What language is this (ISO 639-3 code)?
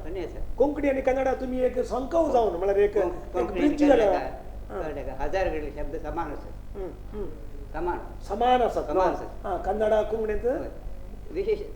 kok